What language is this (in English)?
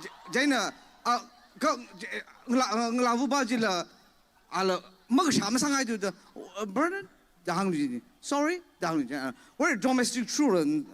Tangkhul Naga (India)